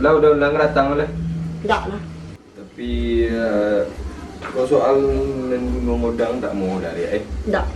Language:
Minangkabau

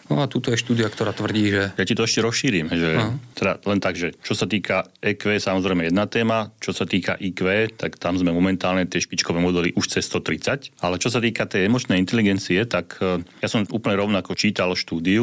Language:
Slovak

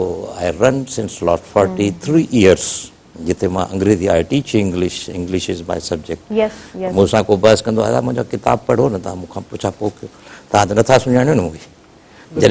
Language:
Sindhi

